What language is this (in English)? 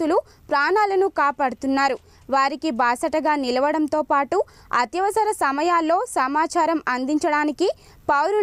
Telugu